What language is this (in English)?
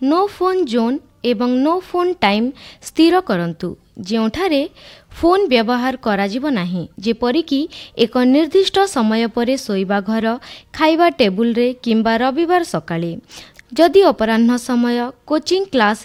Odia